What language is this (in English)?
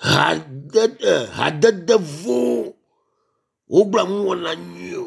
Ewe